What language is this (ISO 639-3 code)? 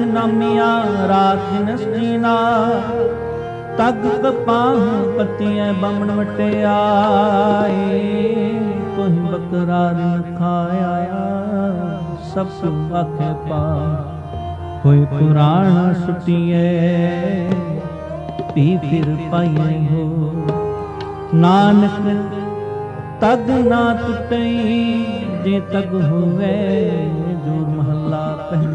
pan